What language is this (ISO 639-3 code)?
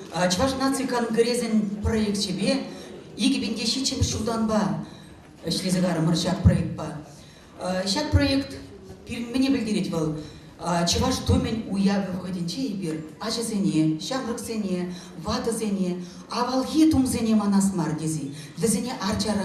chv